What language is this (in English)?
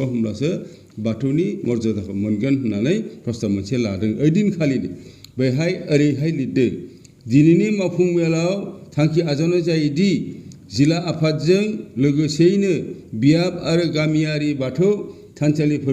Bodo